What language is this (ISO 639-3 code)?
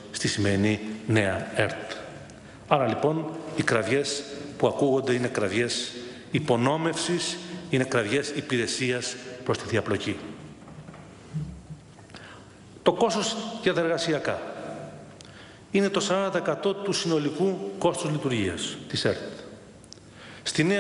ell